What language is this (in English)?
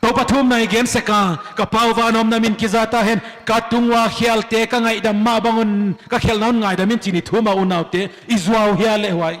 Paite Chin